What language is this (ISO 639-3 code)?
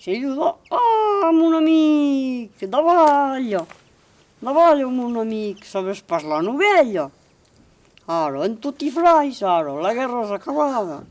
oci